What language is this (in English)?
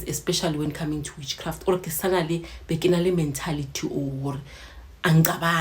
Zulu